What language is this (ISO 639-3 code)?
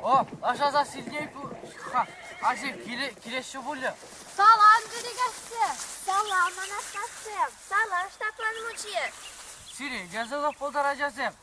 chv